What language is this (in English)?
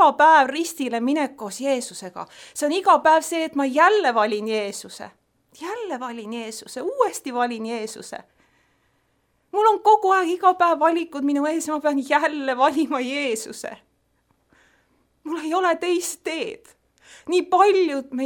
Estonian